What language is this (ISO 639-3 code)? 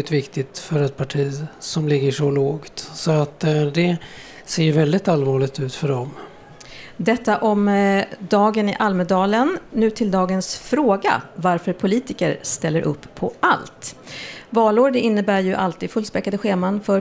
swe